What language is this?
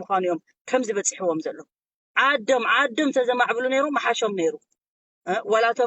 Tigrinya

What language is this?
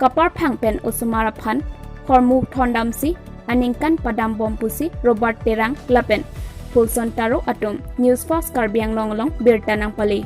Karbi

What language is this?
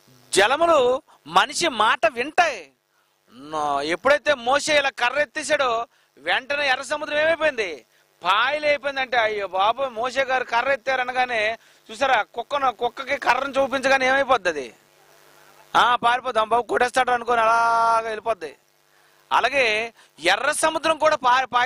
Telugu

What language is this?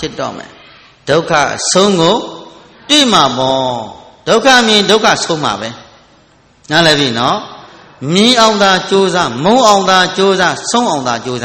Burmese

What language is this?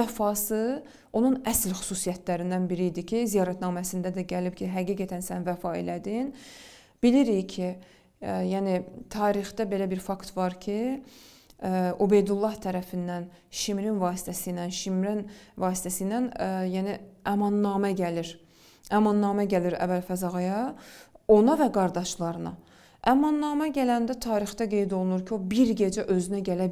Azerbaijani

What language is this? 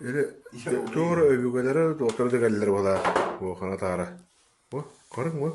Yakut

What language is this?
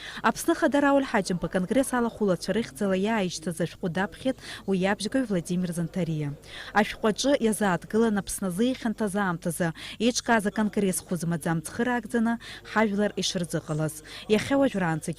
Abkhazian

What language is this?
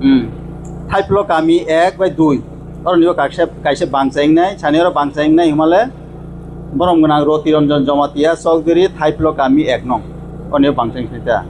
Kok Borok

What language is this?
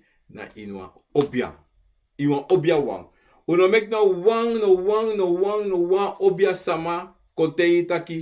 Sranan Tongo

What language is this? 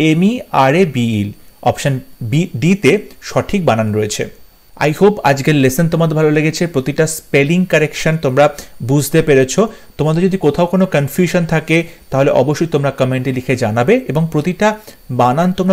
Bangla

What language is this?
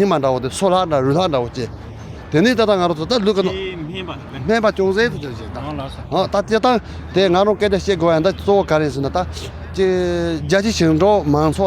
Tibetan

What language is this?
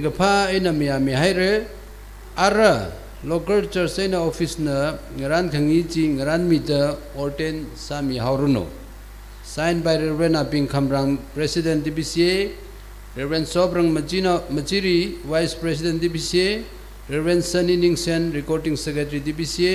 Tangkhul Naga (India)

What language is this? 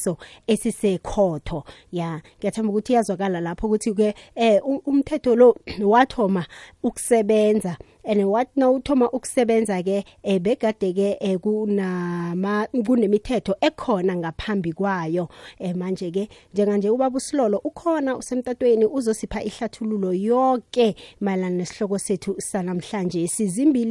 South Ndebele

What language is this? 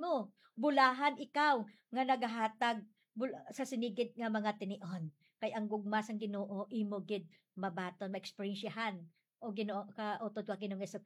Hiligaynon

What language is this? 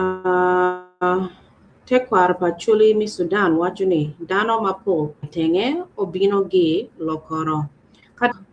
Acoli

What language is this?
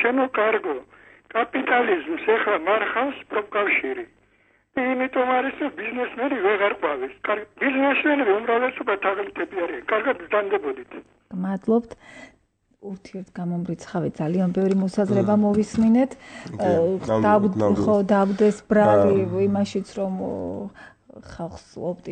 Georgian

